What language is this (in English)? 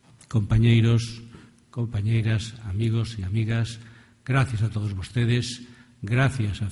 Galician